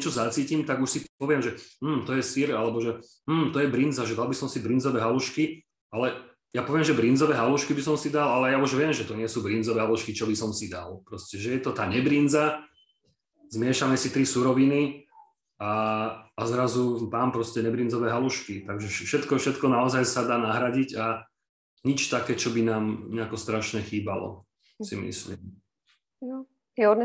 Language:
Slovak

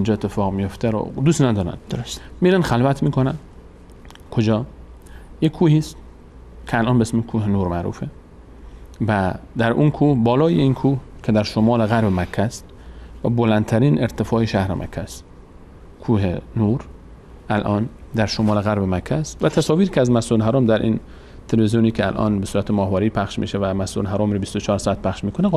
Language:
Persian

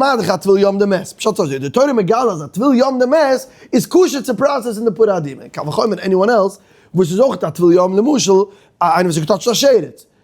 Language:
Yiddish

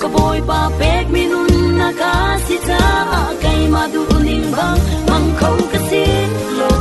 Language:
Falam Chin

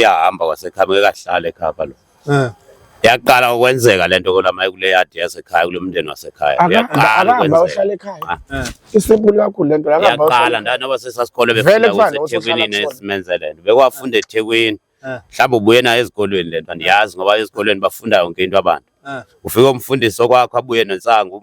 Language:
Zulu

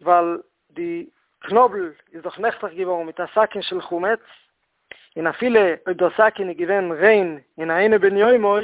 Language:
Yiddish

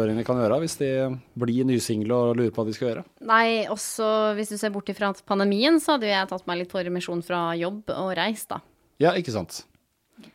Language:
Norwegian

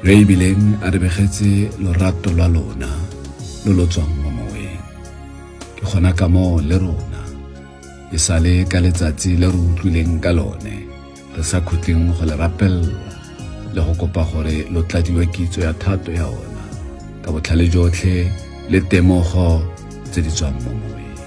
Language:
Tswana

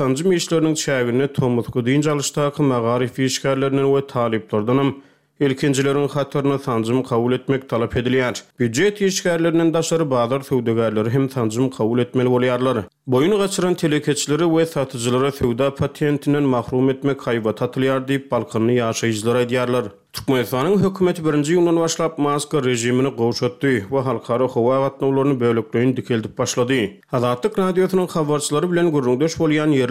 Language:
Turkmen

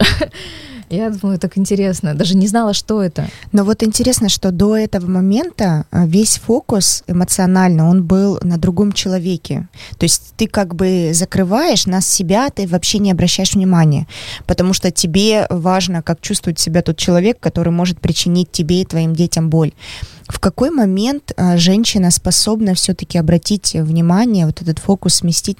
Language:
Russian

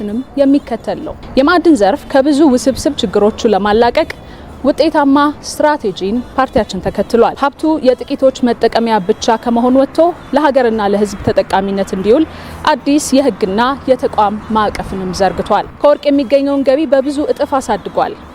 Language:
Amharic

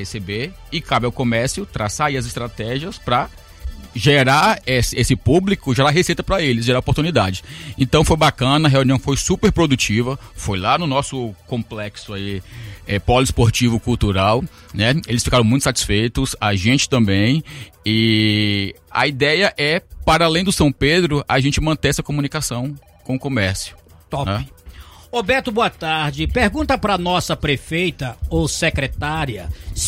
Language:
Portuguese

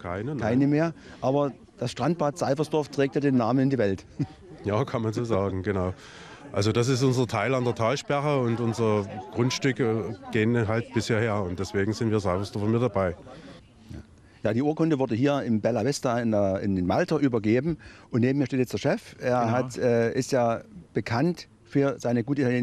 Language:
German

